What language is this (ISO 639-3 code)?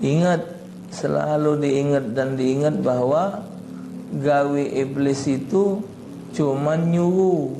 mui